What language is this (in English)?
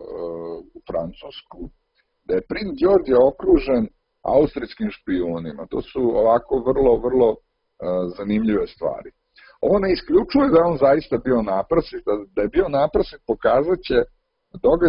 Serbian